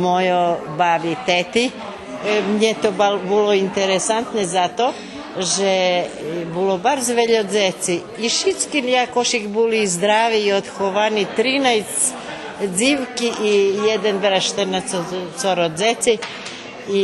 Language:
Rusyn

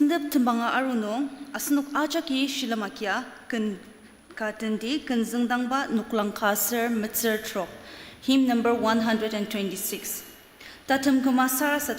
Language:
Ao Naga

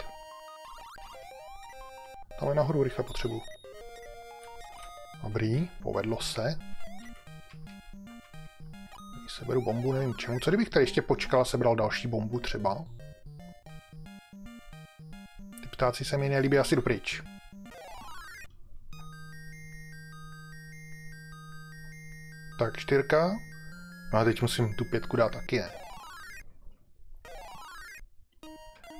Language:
Czech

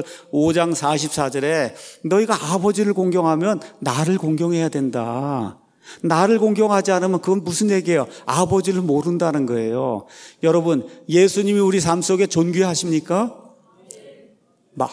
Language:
Korean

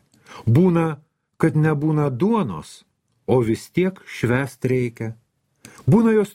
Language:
Lithuanian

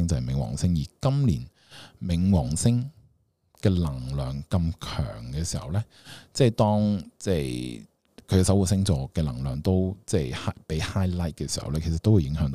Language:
Cantonese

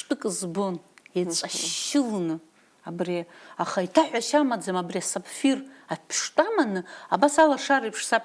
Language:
Abkhazian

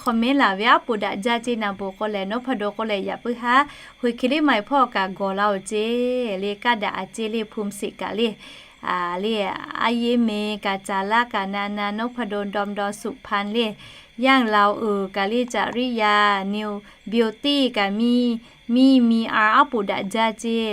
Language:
Lahu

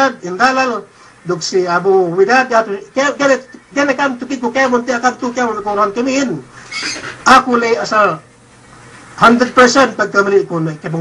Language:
Yakan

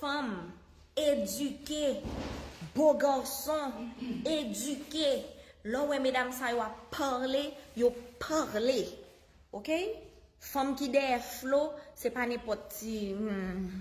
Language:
Haitian Creole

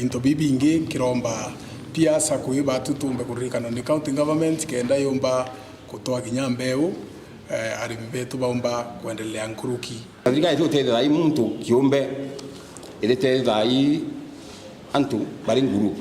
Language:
Meru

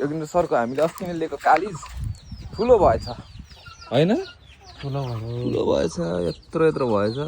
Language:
Nepali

